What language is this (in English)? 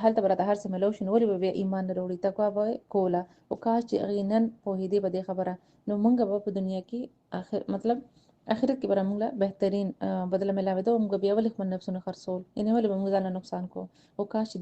Pashto